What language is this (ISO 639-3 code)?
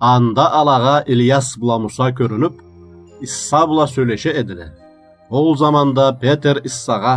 krc